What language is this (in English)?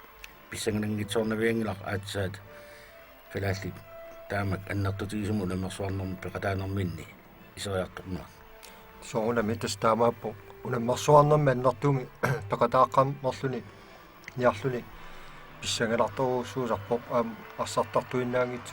Kalaallisut